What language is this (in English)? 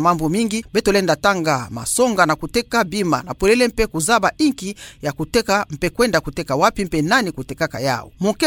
Kituba (Democratic Republic of Congo)